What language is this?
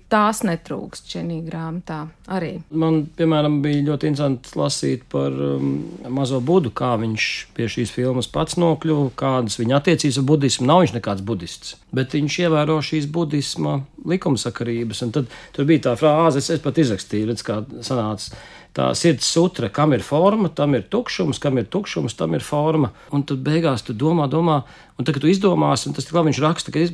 Latvian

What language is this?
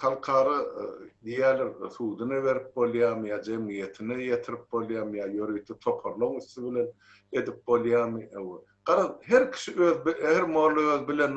Turkmen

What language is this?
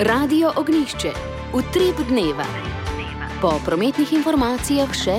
Slovenian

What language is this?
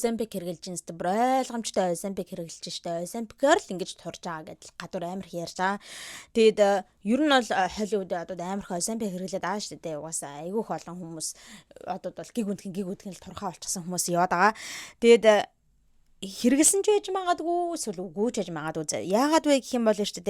Mongolian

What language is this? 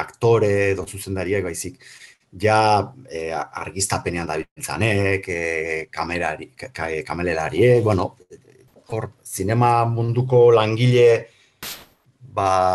Basque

